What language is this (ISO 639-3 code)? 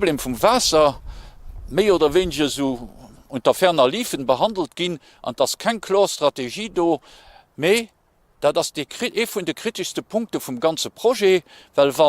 ltz